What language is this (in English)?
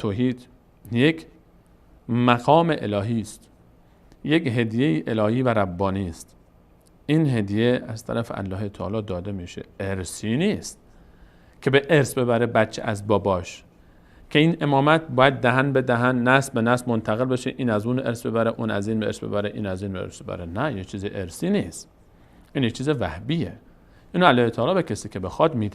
Persian